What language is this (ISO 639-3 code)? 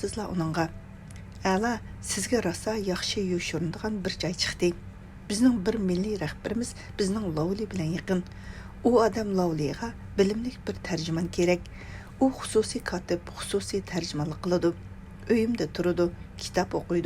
uig